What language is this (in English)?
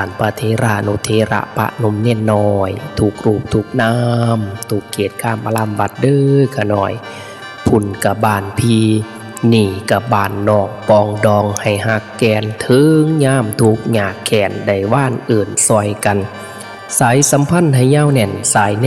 Northeastern Thai